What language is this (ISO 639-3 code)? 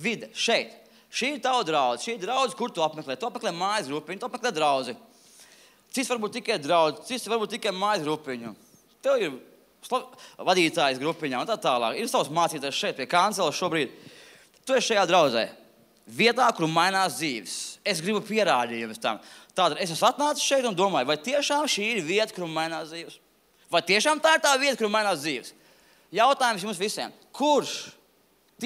lav